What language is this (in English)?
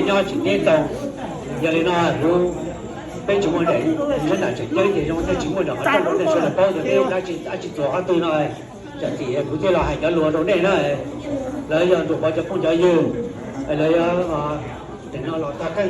Hmong